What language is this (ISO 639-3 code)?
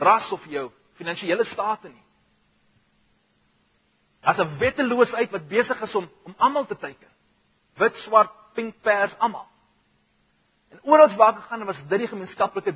afr